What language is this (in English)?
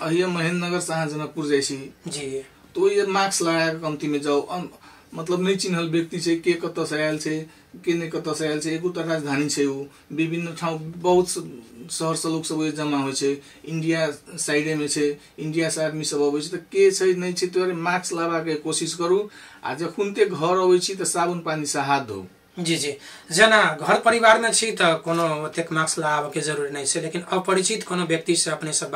Maithili